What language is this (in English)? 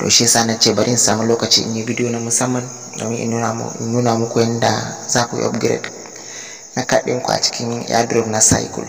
Hausa